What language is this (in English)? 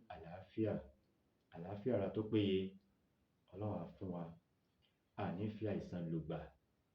Yoruba